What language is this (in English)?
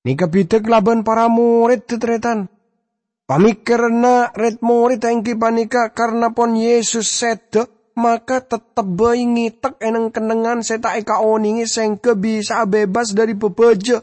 Madurese